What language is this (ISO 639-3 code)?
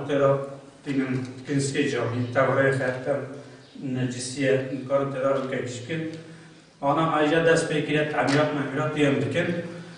kur